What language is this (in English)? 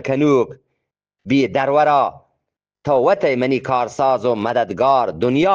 Eastern Balochi